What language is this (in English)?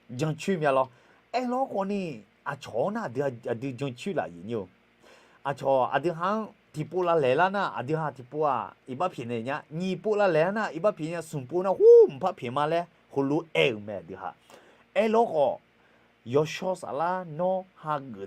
Akha